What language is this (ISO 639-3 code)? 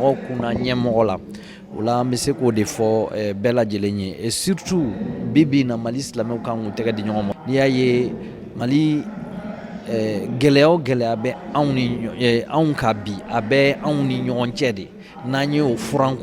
bam